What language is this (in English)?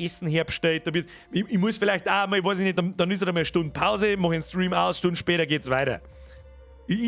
Bavarian